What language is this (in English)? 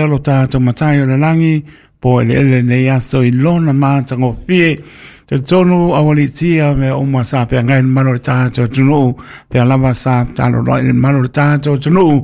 Samoan